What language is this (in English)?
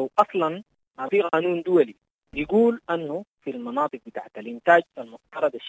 Sudanese Arabic